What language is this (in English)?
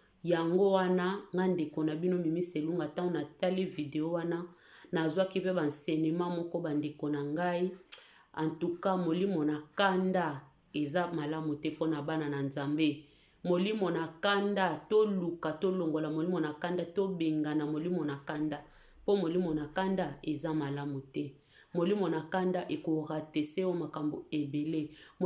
Lingala